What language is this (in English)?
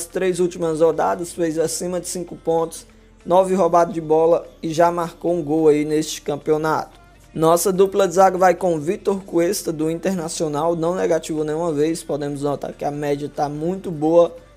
Portuguese